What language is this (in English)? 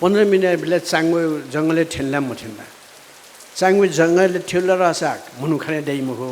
Newari